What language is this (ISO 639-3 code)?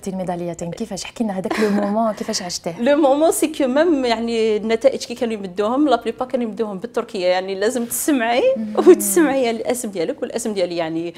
arq